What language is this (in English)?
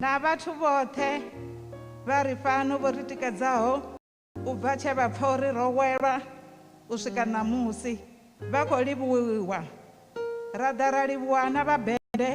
Venda